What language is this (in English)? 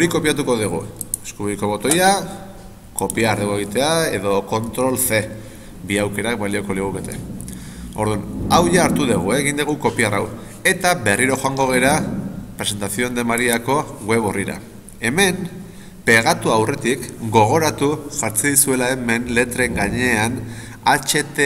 Basque